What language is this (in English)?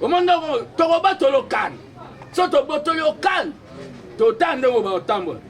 Lingala